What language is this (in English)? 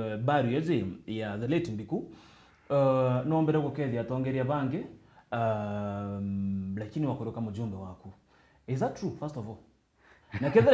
Meru